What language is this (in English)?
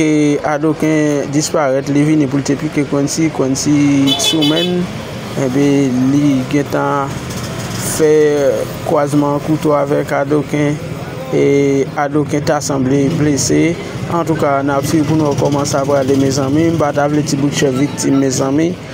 Haitian Creole